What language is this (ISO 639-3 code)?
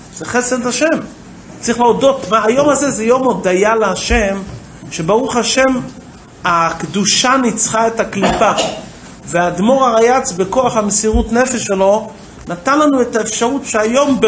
heb